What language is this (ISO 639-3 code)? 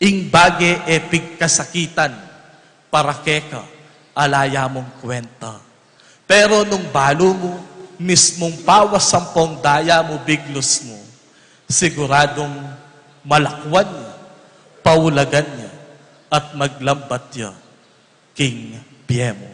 pam